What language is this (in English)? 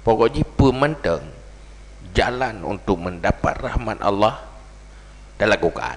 Achinese